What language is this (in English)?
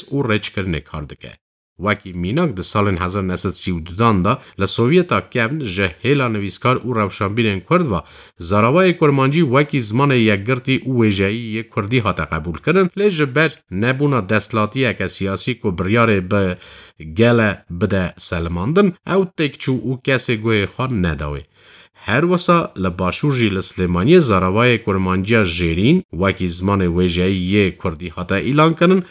Kurdish